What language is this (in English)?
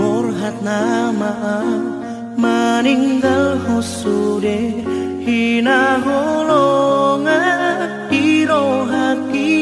Batak Toba